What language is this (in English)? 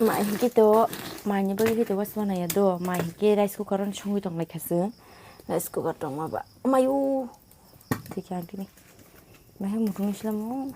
Kok Borok